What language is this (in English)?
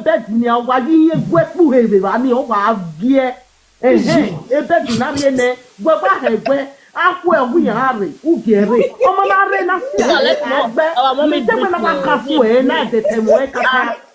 Nigerian Pidgin